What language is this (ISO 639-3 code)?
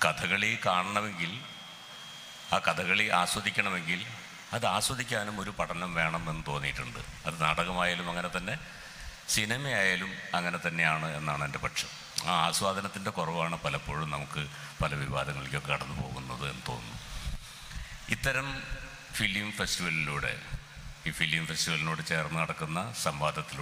mal